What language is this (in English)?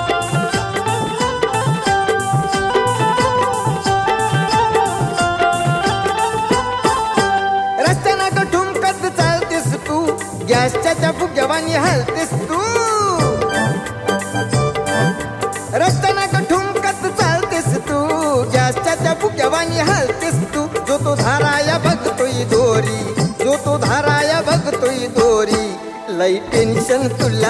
Marathi